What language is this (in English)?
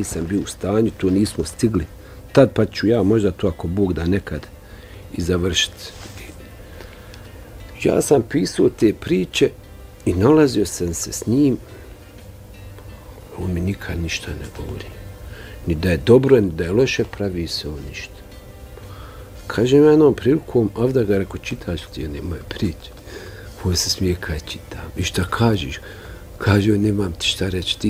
Bosnian